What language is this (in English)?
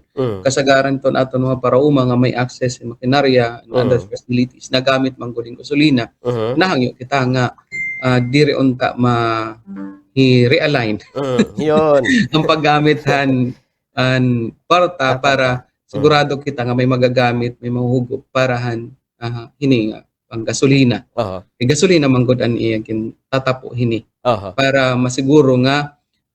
Waray